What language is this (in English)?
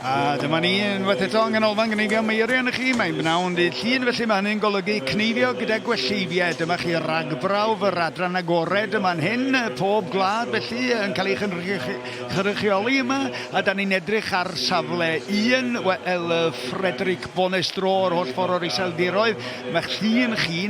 Welsh